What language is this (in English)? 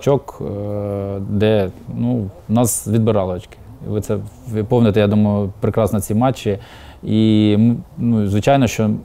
Ukrainian